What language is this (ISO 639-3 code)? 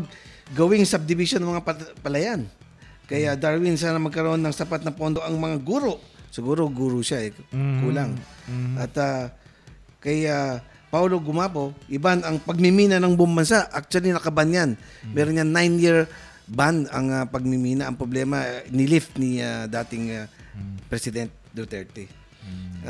fil